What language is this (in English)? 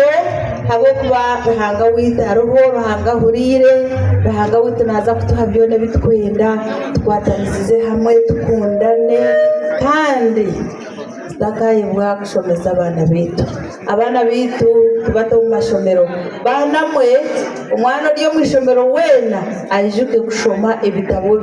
Nyankole